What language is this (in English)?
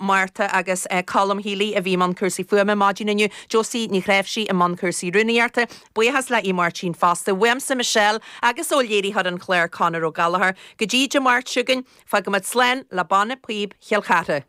Irish